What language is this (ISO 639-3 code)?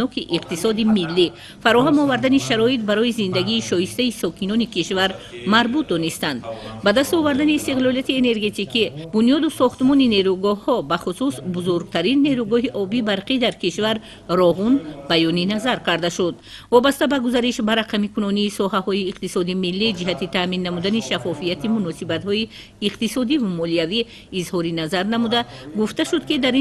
tgk